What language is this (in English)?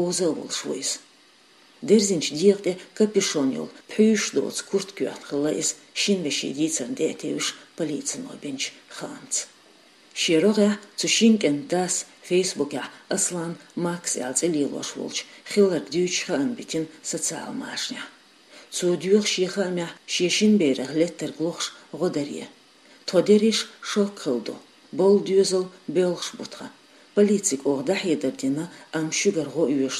Chechen